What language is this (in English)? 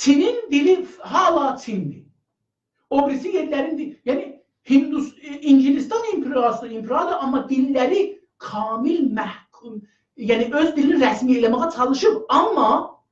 South Azerbaijani